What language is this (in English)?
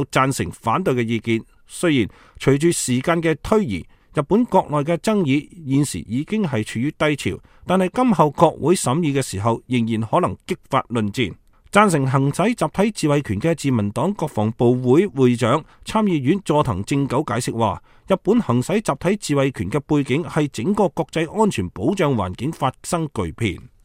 Cantonese